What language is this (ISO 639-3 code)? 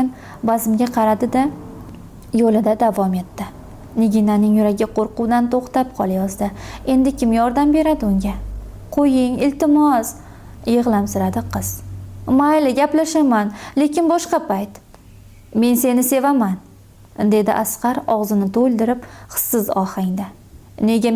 uzb